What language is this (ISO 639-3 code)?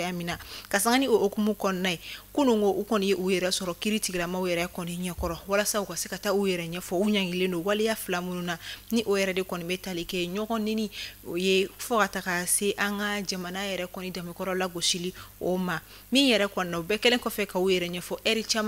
bam